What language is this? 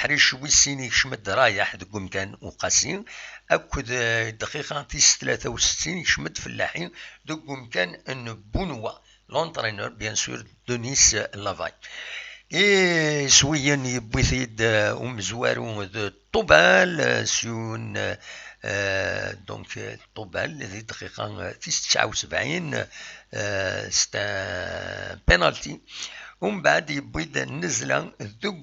Kabyle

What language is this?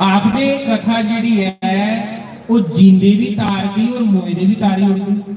Dogri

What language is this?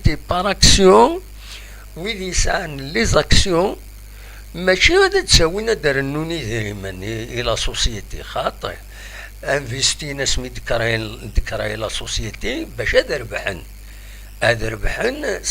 Kabyle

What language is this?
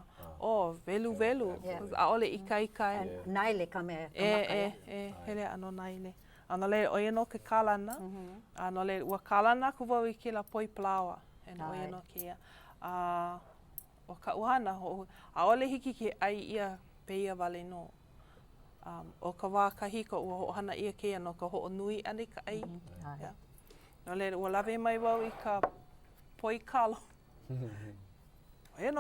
Hawaiian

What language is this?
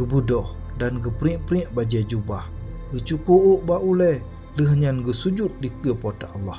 Achinese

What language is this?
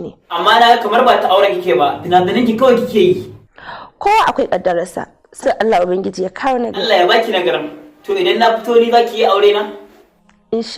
Hausa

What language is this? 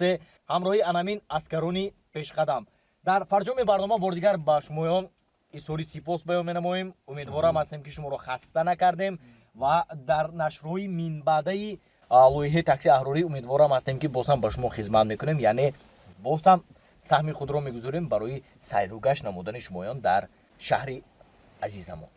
Tajik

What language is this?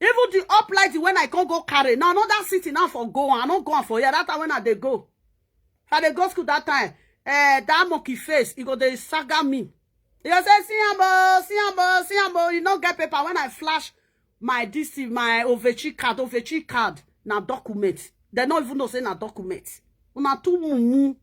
Nigerian Pidgin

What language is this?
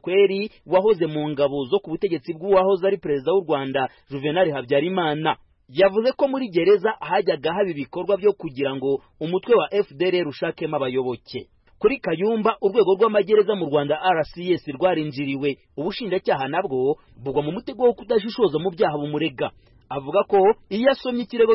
Kinyarwanda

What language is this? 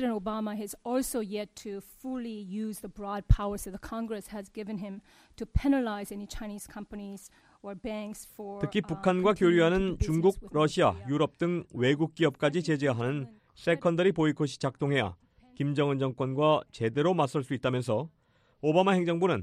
Korean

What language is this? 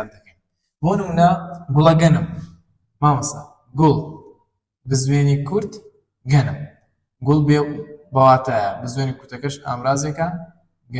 Central Kurdish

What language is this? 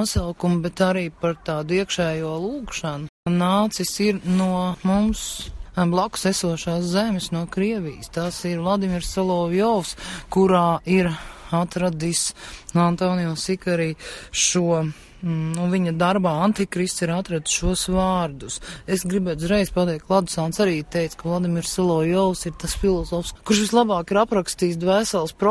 Latvian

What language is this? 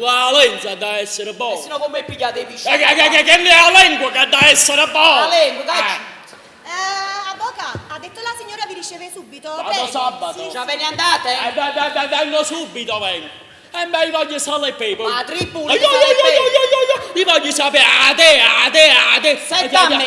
Neapolitan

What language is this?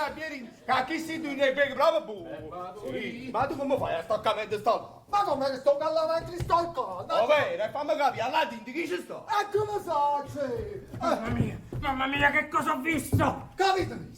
Neapolitan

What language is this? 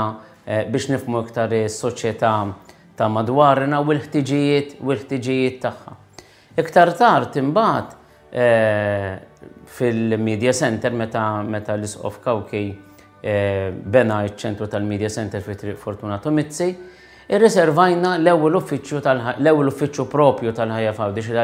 Maltese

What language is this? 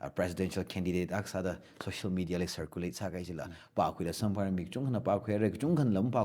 Tangkhul Naga (India)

